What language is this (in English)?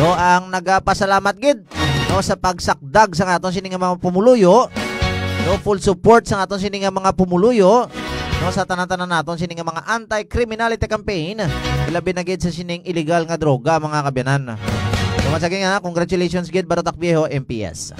Hiligaynon